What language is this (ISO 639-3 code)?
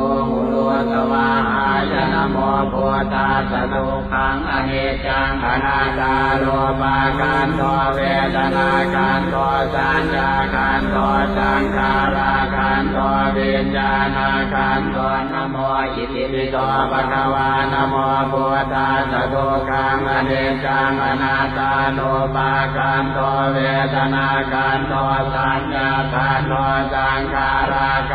pli